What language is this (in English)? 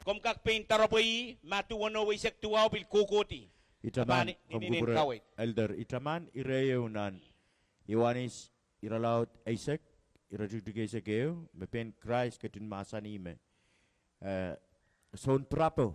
Pohnpeian